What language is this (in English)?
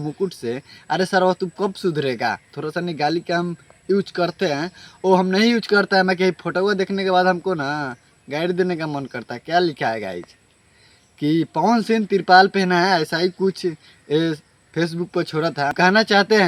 Bhojpuri